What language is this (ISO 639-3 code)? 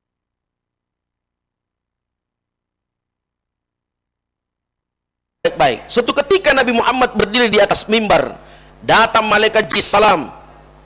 ind